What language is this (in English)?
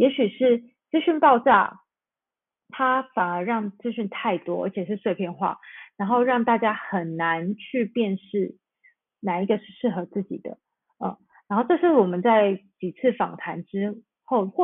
Chinese